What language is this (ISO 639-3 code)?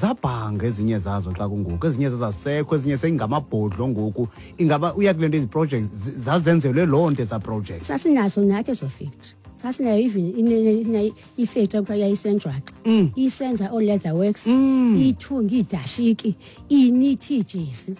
xho